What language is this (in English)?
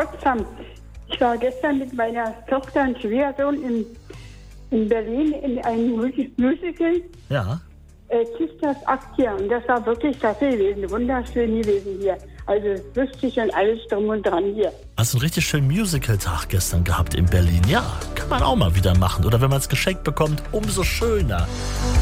German